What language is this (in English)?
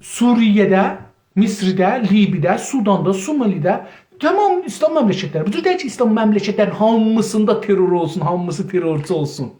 South Azerbaijani